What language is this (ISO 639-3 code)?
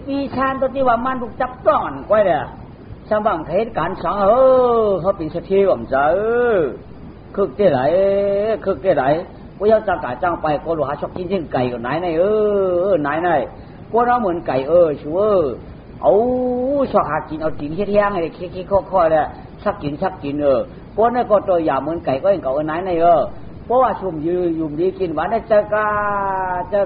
shn